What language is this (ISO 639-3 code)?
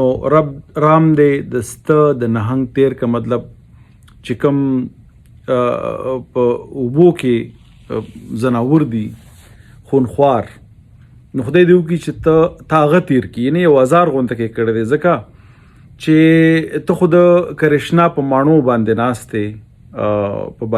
pus